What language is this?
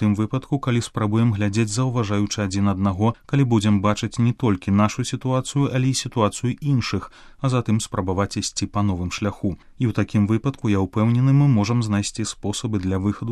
Belarusian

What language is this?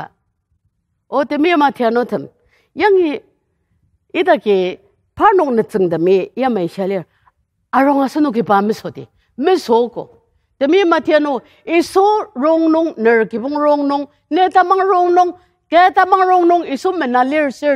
Ao Naga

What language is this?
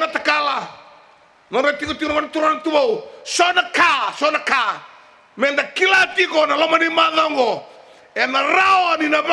Fijian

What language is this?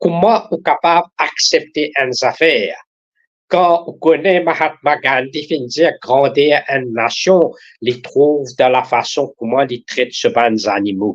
Morisyen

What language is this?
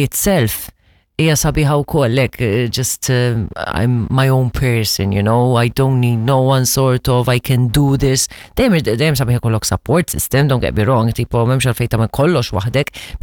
Maltese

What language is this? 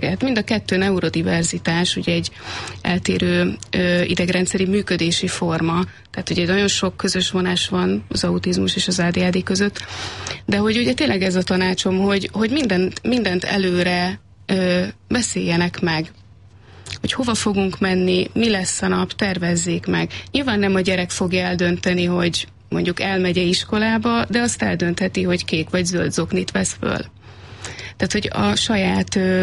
Hungarian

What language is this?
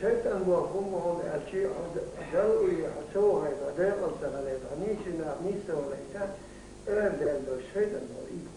Chechen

